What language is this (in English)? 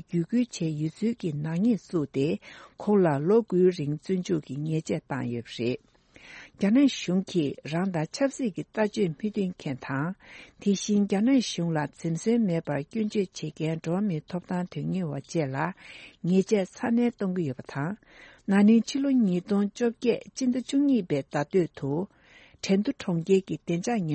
Tibetan